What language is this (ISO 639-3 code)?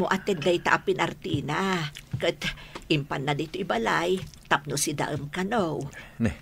ilo